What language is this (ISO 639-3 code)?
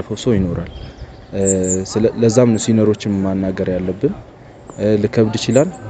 amh